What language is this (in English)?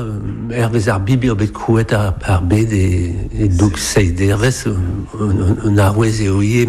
Breton